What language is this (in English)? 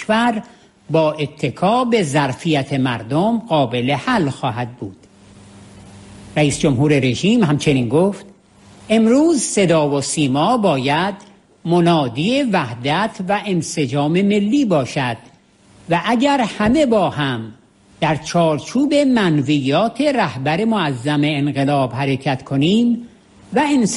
Persian